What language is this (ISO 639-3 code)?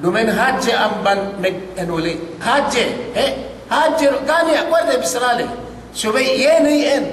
yka